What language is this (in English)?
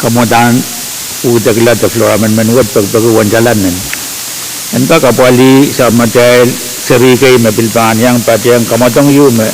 Pohnpeian